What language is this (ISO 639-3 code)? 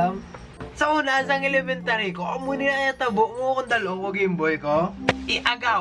hil